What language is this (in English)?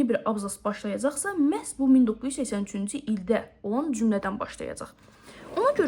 Azerbaijani